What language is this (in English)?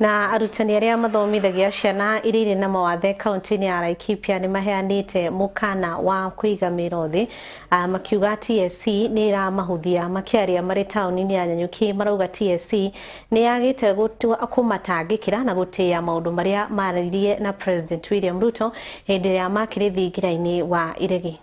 Kikuyu